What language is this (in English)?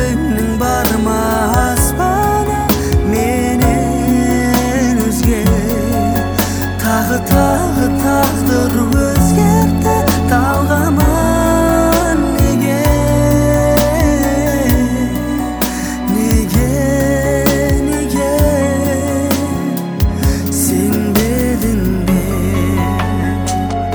Kazakh